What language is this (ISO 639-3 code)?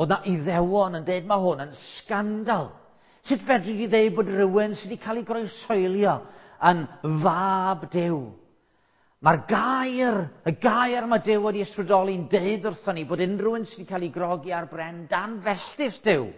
cym